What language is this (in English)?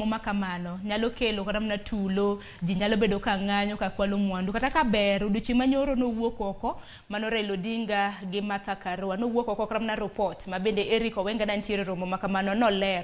Luo (Kenya and Tanzania)